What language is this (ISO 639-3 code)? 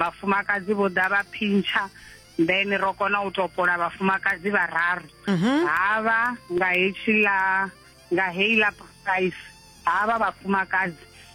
ven